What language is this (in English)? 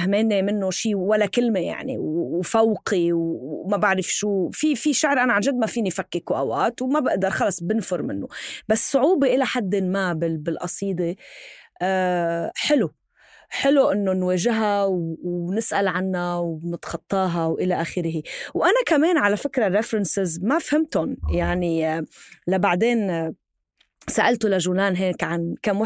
North Levantine Arabic